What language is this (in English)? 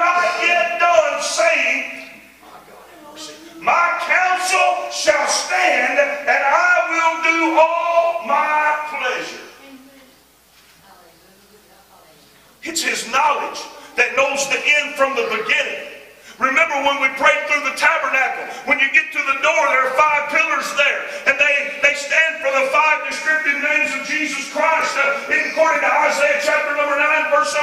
English